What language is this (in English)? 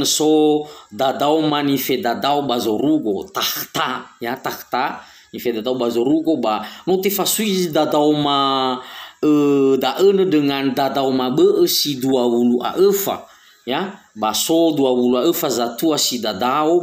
Nias